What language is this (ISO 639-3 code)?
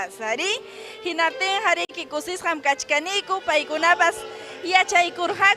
quy